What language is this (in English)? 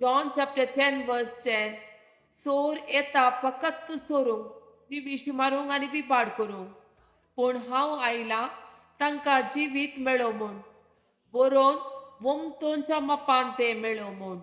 Konkani